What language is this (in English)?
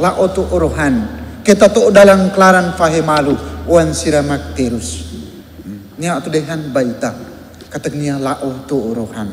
Tetum